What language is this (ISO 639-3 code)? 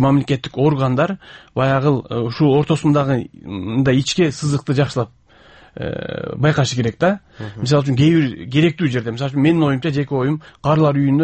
kir